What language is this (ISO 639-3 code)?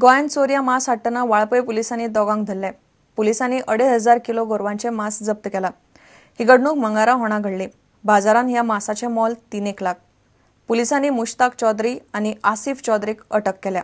kok